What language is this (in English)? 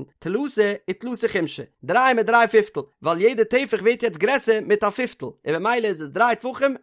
Yiddish